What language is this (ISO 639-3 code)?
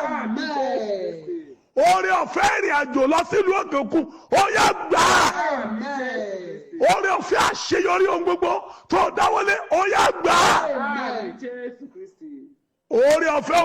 yor